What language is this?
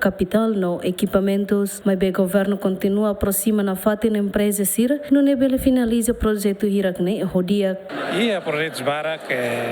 Tetum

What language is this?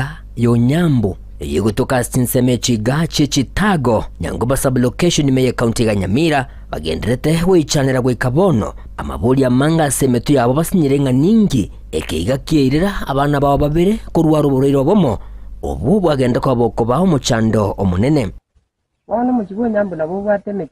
Gusii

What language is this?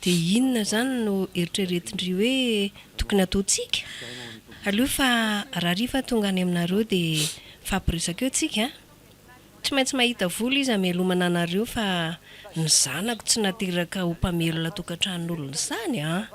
Malagasy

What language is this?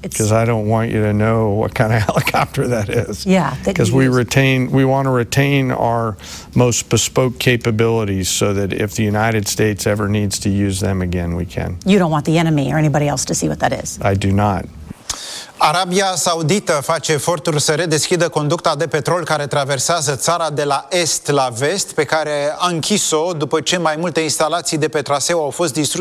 Romanian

